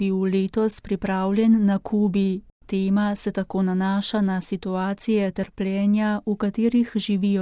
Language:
Slovenian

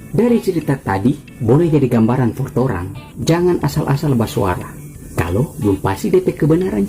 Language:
Manado Malay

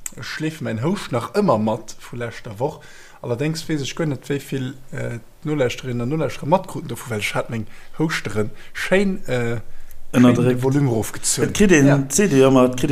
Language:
Luxembourgish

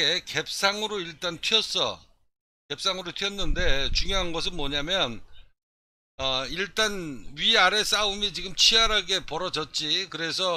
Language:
Korean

